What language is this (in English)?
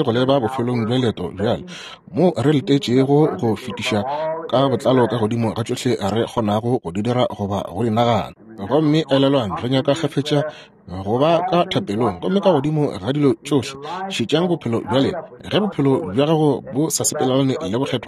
Northern Sotho